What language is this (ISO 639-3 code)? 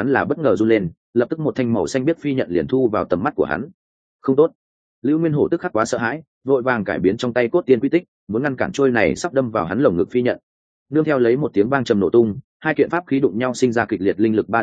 vie